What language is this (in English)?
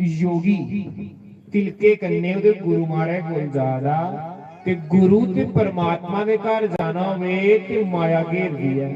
Dogri